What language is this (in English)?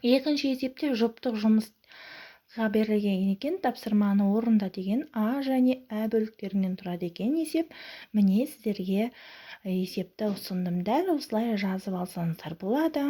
Kazakh